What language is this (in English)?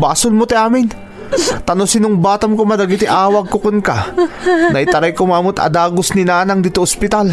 Iloko